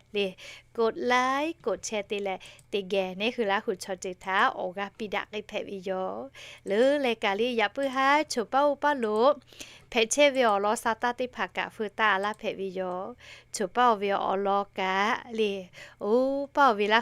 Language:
Lahu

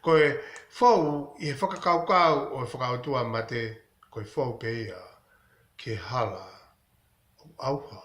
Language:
Tongan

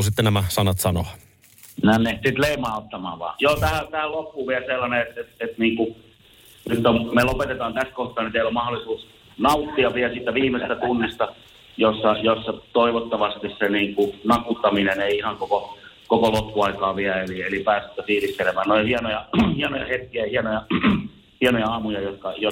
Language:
Finnish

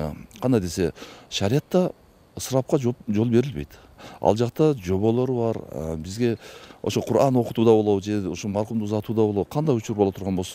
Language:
Kyrgyz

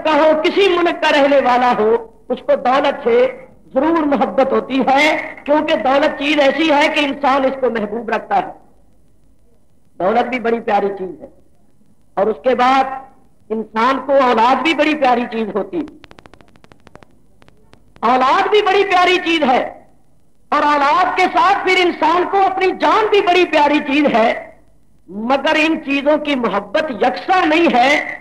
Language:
Urdu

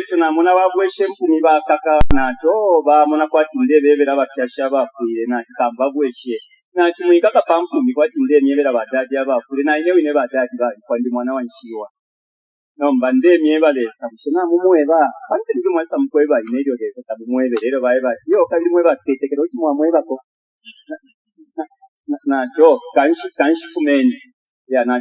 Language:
Bemba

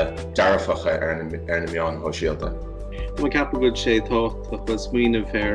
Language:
Irish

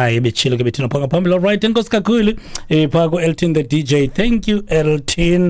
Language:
Xhosa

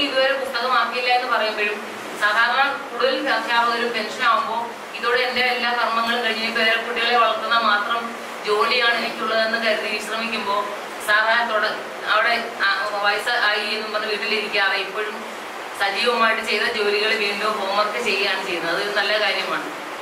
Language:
Malayalam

